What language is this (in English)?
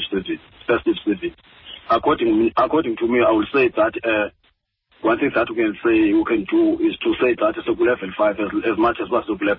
Xhosa